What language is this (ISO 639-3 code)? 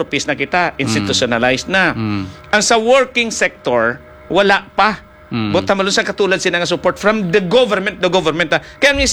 hil